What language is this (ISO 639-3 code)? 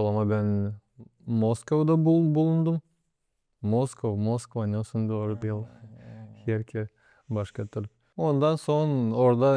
gag